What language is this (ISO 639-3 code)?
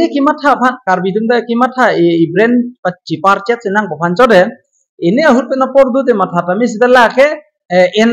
mjw